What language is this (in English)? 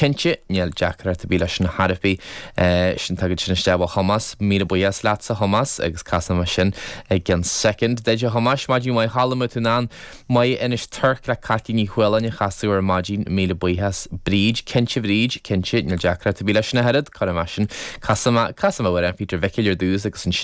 Irish